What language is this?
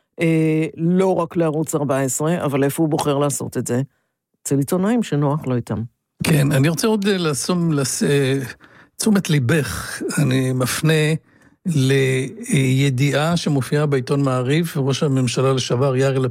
Hebrew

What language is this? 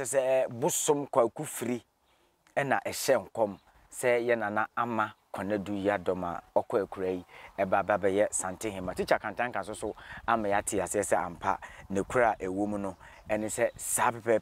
Akan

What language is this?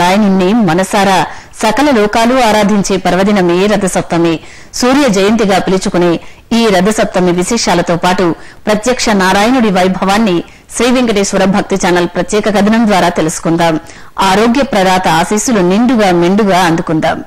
Telugu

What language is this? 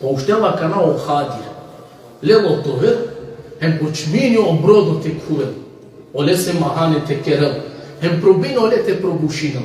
Balkan Romani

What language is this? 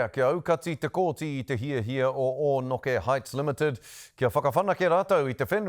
Māori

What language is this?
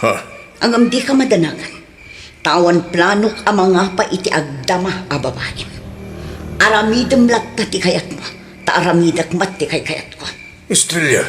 Iloko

